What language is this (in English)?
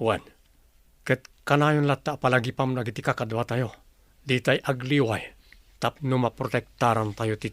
Iloko